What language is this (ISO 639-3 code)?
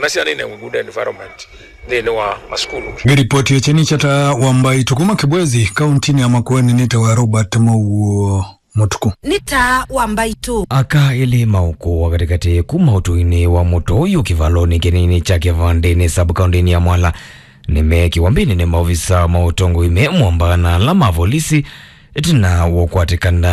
kam